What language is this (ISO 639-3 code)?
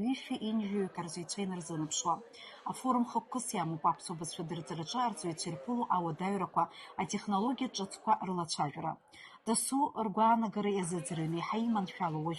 abk